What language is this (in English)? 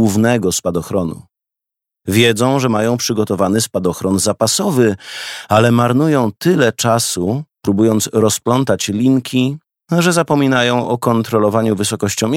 Polish